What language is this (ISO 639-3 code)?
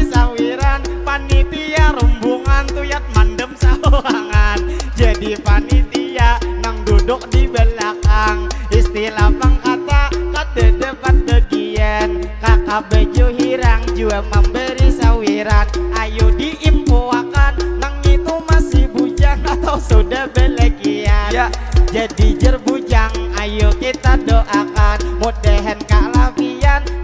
bjn